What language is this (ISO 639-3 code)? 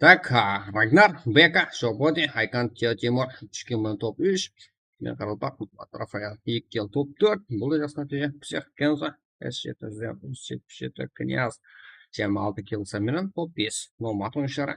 kaa